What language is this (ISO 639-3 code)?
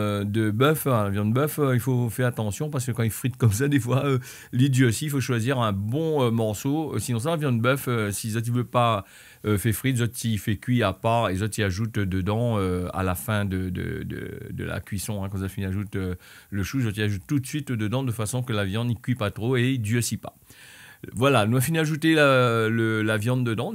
rcf